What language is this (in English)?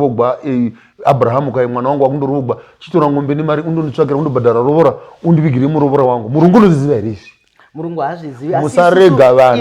Shona